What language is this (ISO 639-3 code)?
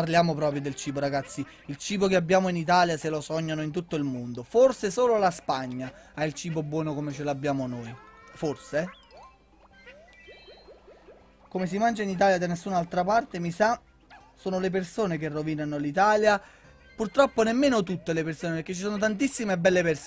ita